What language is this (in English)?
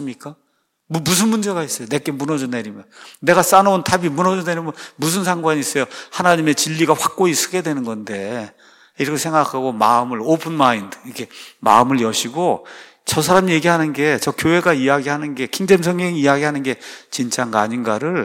Korean